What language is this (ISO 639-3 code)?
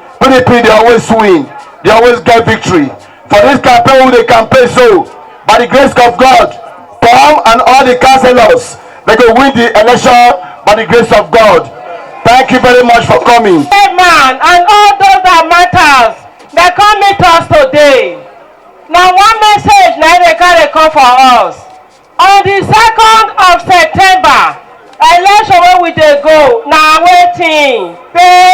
pcm